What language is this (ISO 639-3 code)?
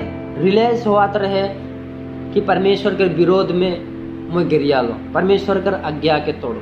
sck